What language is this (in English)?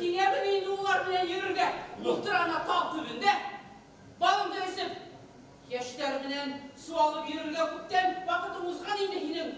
Bashkir